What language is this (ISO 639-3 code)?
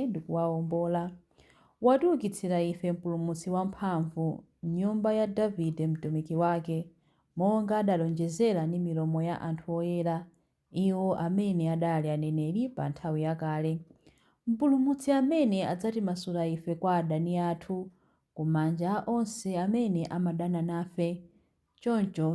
nya